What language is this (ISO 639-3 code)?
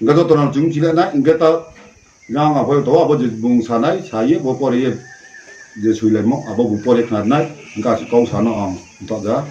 ria